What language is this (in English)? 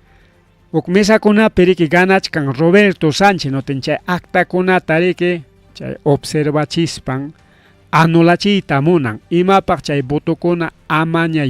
Ayacucho Quechua